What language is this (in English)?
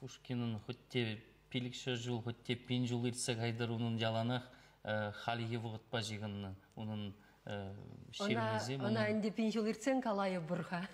Chuvash